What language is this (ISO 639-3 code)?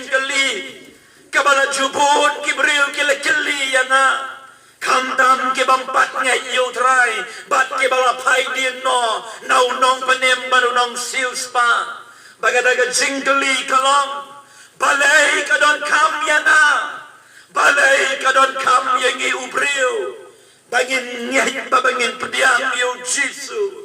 kha